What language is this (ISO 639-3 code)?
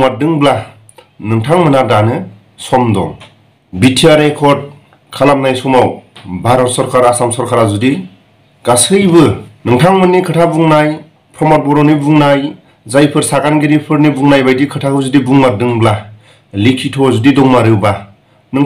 brx